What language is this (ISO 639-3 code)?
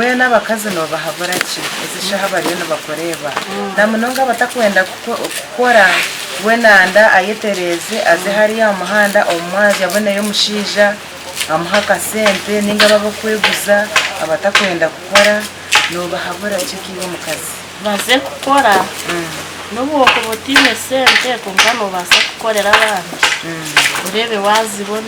nyn